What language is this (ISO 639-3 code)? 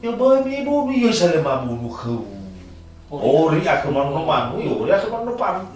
nia